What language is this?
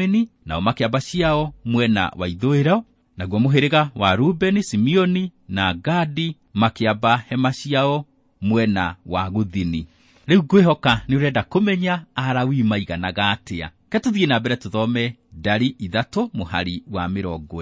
Kikuyu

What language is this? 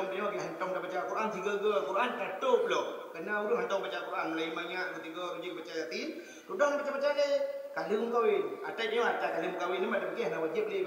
Achinese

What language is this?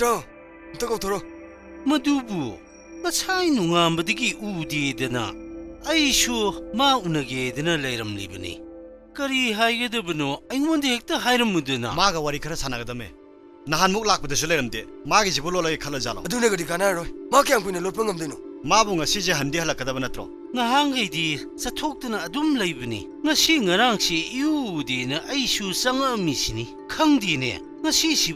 Manipuri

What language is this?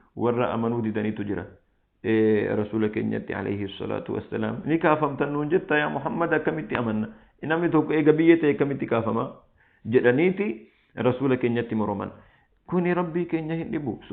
Oromo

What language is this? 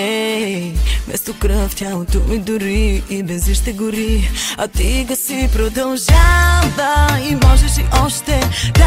Bulgarian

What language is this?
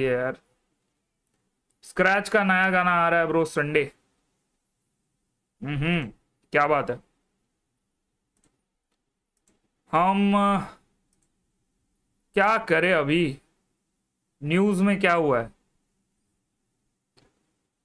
Hindi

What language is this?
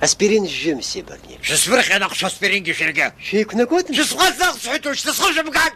Abkhazian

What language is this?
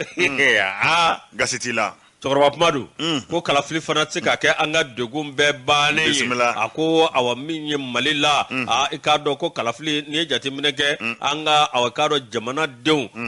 Bambara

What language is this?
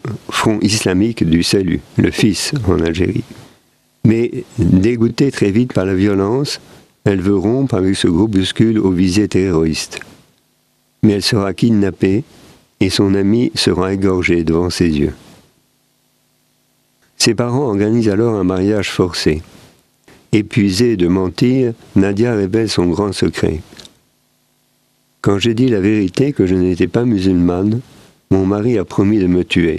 French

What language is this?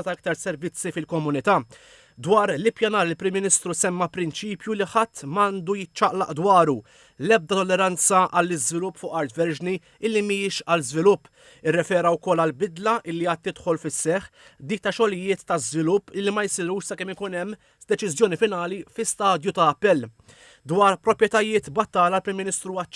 Maltese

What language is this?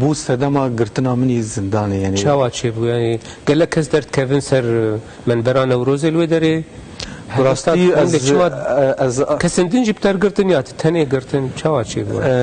Kurdish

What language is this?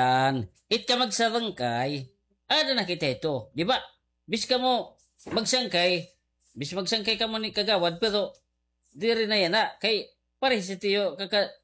Waray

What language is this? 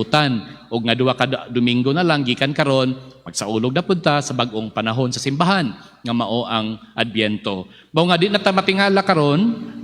Cebuano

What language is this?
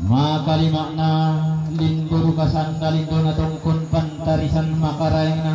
Toraja-Sa'dan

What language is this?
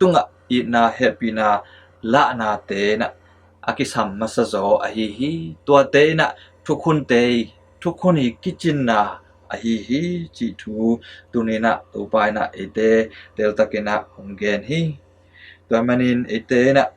Tedim Chin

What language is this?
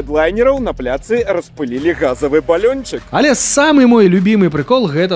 Belarusian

